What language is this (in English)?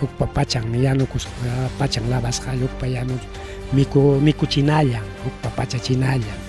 Ayacucho Quechua